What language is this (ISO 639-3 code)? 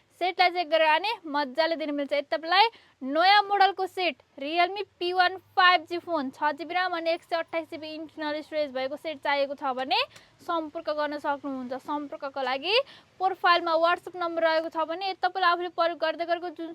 nep